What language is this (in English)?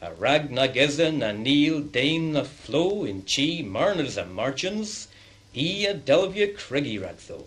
Cornish